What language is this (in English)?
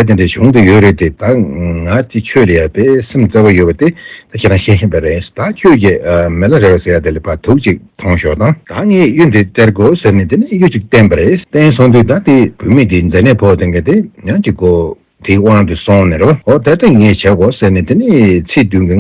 Tibetan